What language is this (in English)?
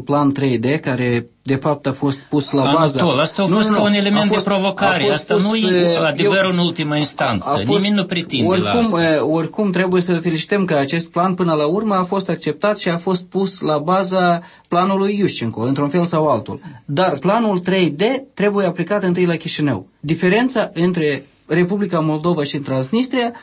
Romanian